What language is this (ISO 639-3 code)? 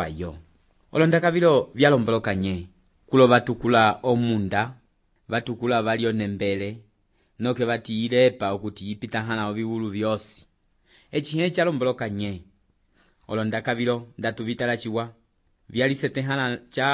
umb